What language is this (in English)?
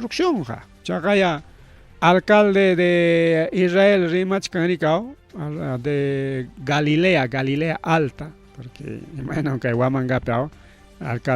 Ayacucho Quechua